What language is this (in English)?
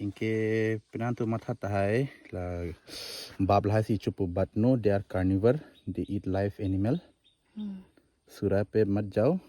Karbi